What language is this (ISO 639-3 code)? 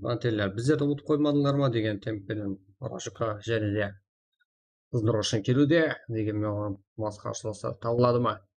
kaa